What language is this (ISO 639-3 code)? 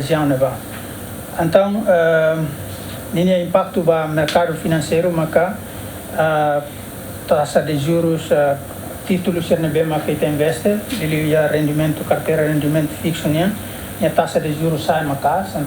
tet